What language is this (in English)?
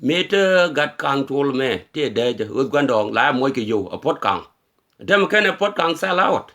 Nuer